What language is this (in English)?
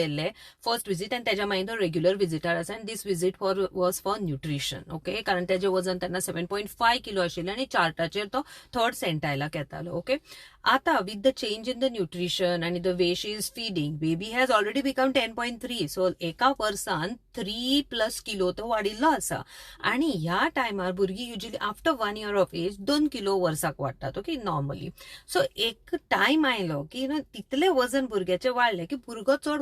Konkani